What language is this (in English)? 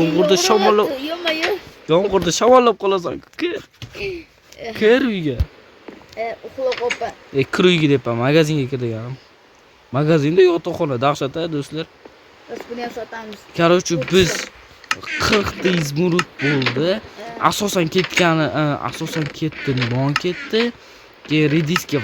Uzbek